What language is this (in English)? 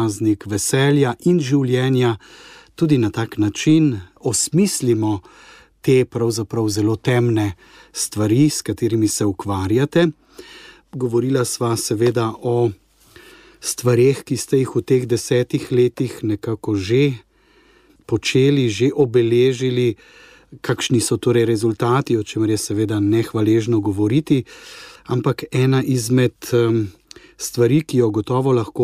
Slovenian